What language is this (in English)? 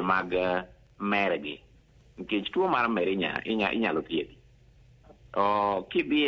Luo (Kenya and Tanzania)